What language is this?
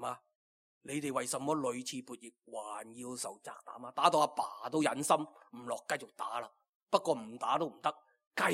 Cantonese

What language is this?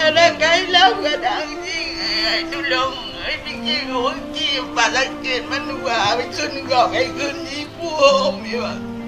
Achinese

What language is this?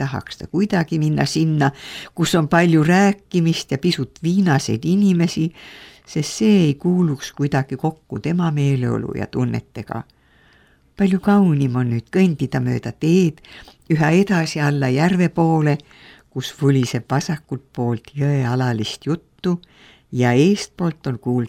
Estonian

